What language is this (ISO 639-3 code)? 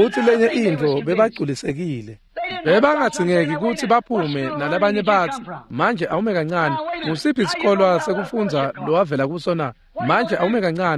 ssw